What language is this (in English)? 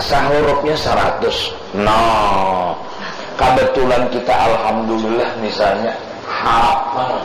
Banjar